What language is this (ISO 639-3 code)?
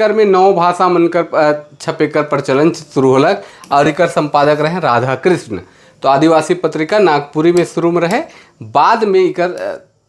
sck